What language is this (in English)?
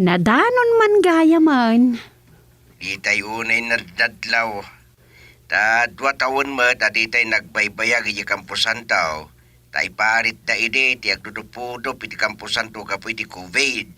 Iloko